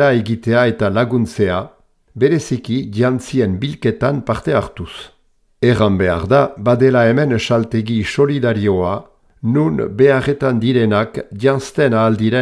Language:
Basque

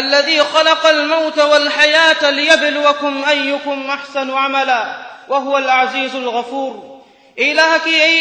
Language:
Divehi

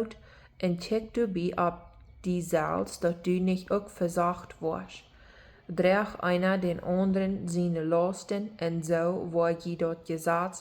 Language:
Plautdietsch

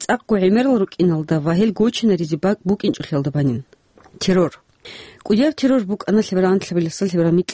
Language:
Avaric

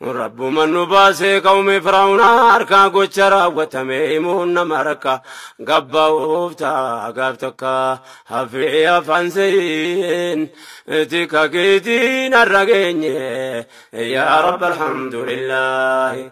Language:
Oromo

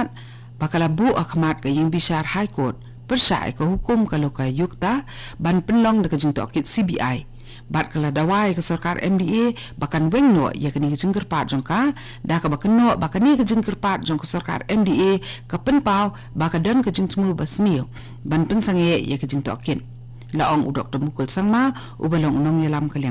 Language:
Khasi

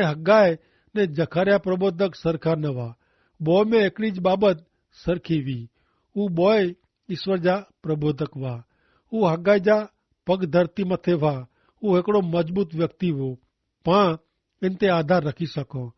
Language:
Kachhi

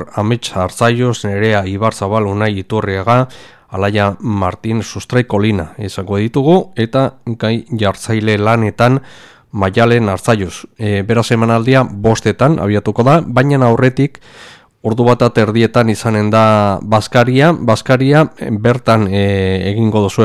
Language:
Basque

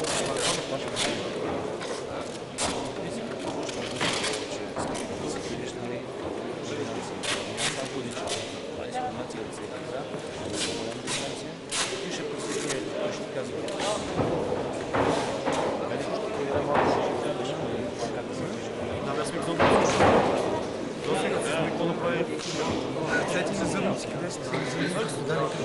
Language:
Bulgarian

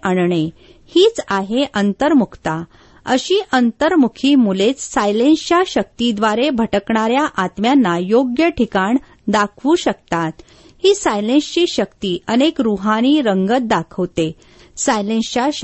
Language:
Marathi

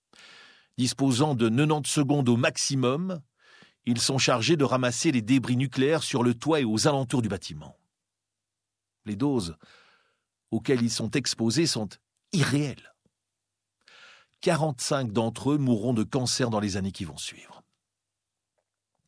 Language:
French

